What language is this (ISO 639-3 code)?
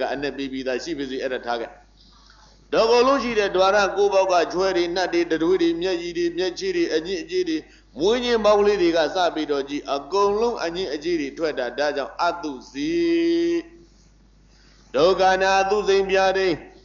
mya